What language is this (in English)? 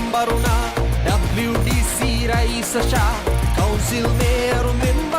Divehi